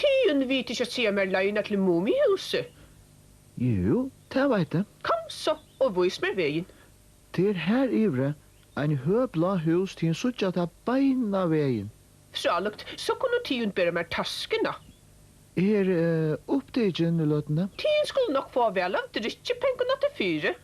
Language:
Faroese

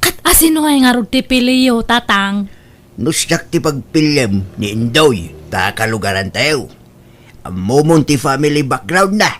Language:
Iloko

